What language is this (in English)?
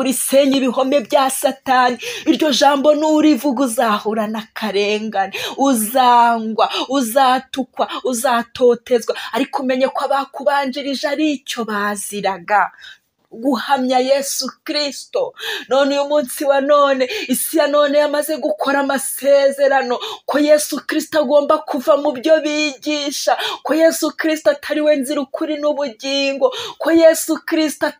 Kinyarwanda